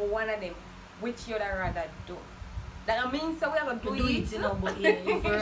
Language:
Jamaican Creole English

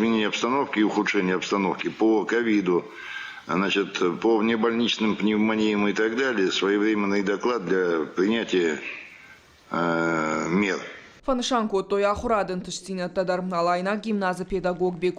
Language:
Ossetic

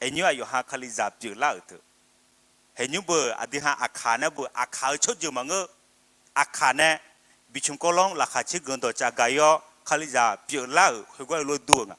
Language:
Akha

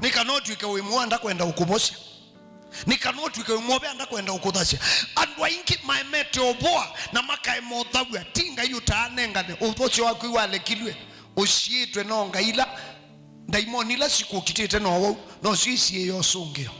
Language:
Kamba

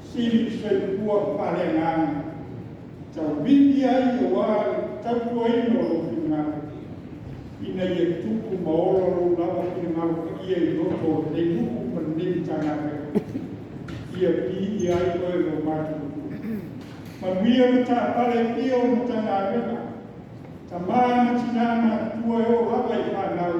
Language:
Samoan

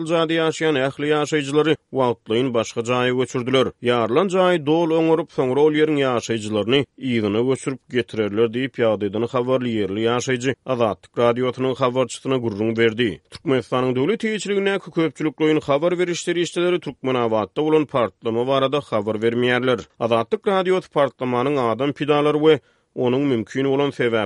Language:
Turkmen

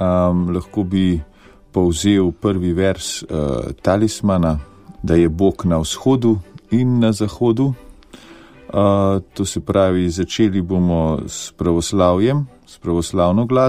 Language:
Slovenian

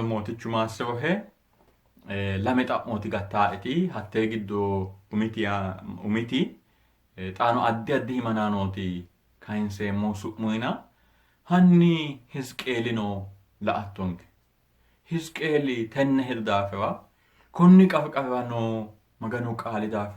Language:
Sidamo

